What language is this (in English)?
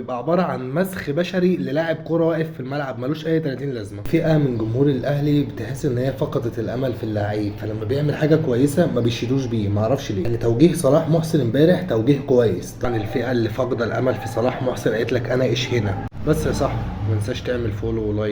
Egyptian Arabic